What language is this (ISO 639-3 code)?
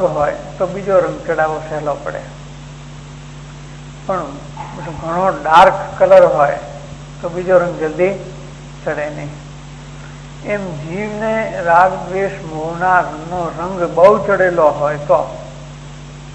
guj